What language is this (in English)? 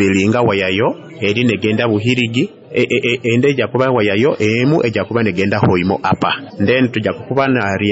Nyoro